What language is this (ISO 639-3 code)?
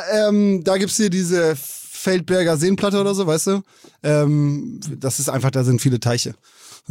deu